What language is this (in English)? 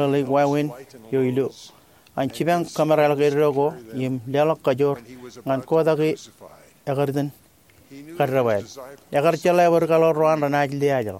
Marshallese